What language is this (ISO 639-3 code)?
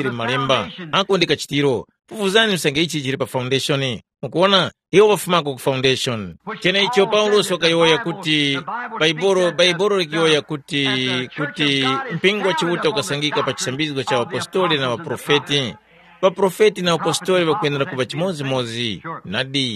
tum